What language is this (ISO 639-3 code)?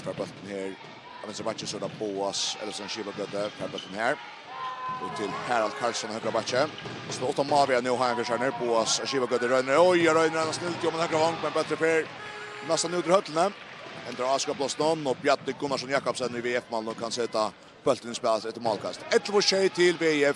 fao